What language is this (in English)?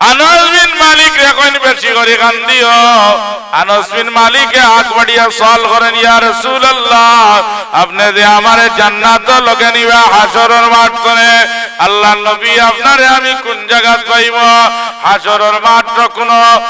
Sylheti